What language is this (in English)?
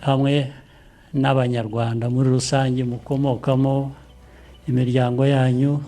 Kinyarwanda